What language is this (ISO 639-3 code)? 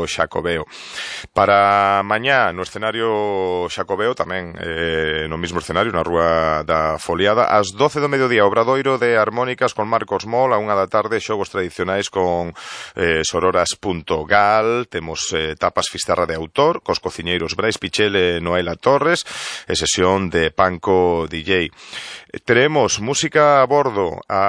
glg